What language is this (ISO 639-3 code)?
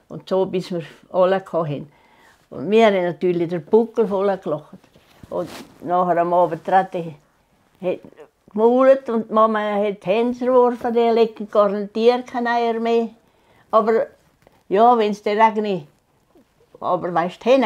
gsw